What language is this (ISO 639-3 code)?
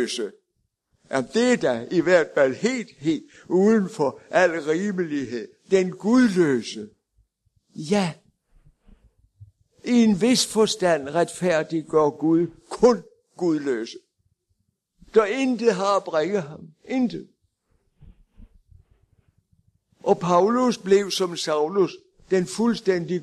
dan